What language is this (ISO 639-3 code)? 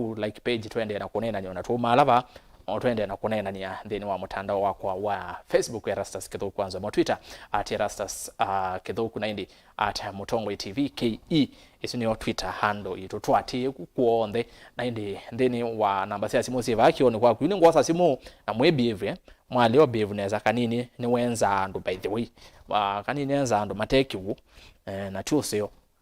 kam